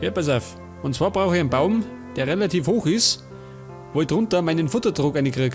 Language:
Bavarian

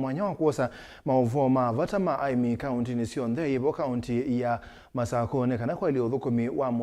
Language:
Kamba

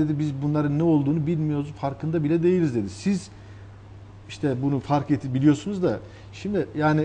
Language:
Turkish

